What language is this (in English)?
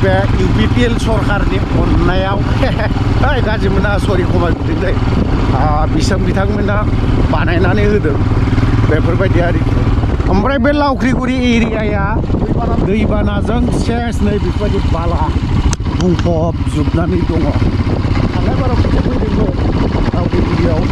Bodo